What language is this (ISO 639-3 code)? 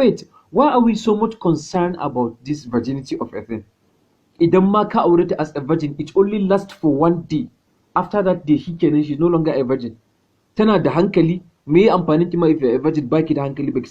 hau